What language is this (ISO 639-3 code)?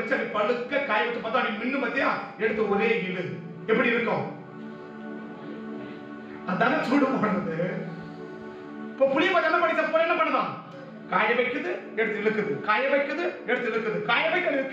tam